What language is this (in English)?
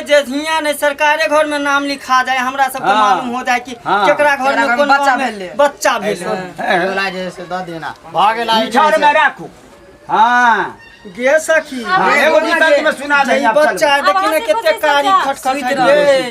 Maithili